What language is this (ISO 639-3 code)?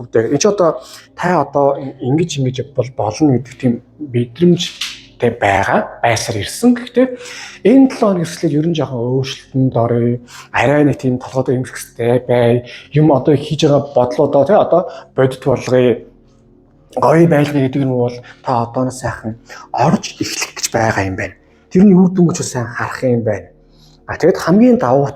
mon